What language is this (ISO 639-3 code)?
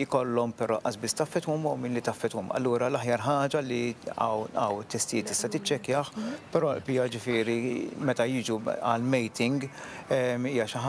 mlt